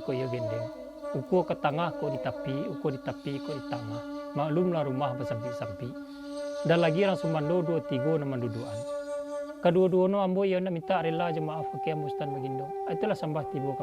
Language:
Minangkabau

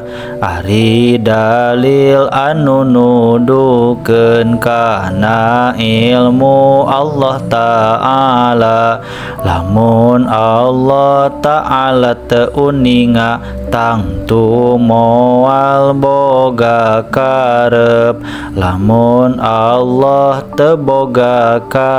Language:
Sundanese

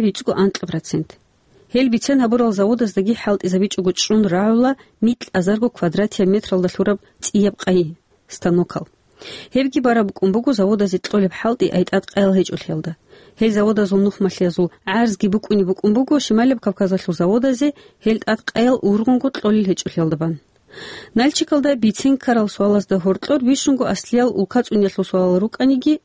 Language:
Avaric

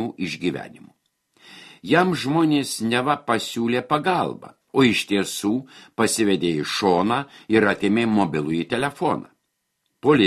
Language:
Lithuanian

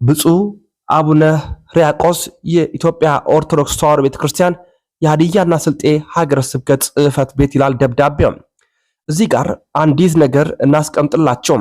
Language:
Amharic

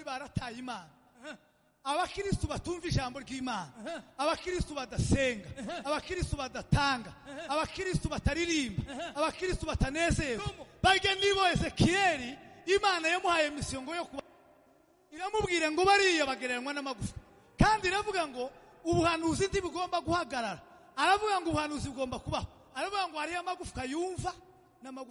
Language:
Kinyarwanda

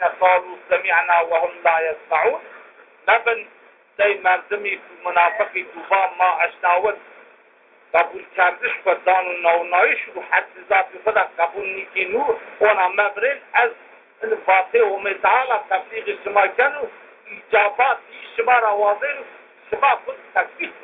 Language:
Zaza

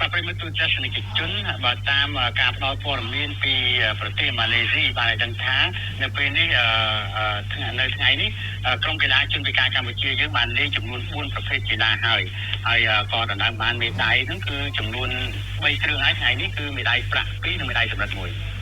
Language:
Khmer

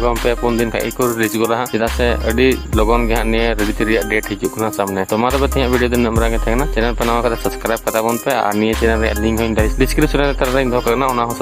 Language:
Santali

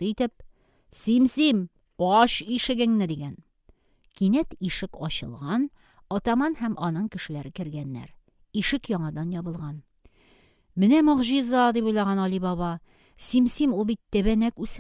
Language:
Tatar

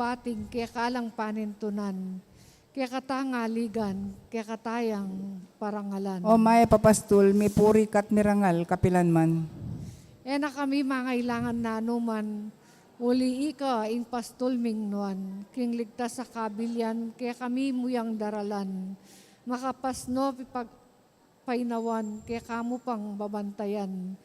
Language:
Pampanga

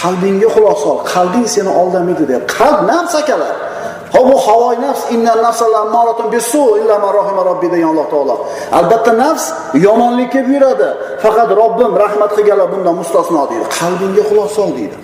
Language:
Uzbek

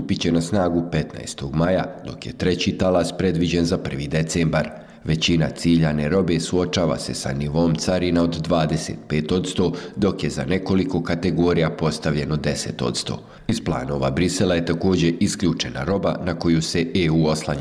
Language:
Bosnian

